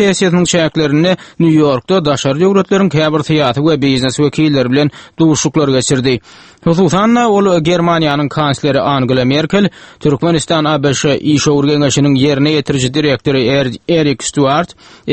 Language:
Turkmen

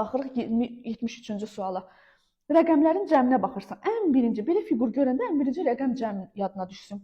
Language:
Azerbaijani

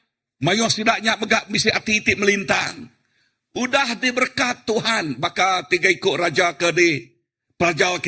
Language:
Iban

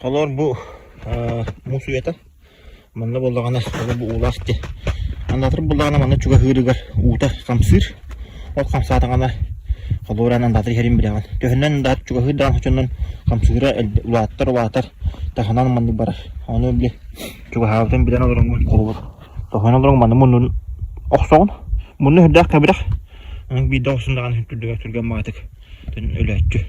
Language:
Yakut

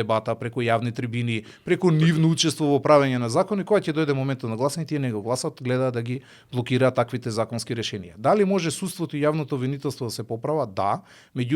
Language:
Macedonian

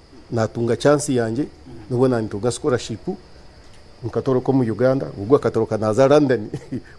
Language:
Nyankole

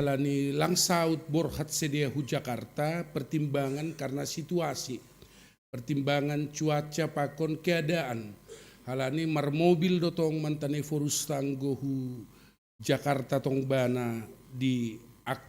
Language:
Batak Simalungun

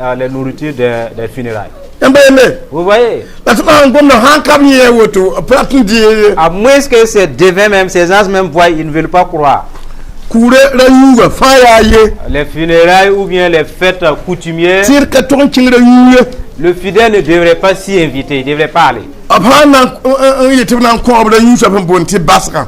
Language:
Mossi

